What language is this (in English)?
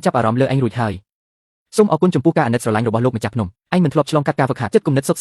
Khmer